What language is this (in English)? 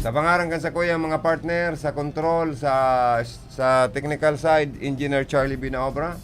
Bikol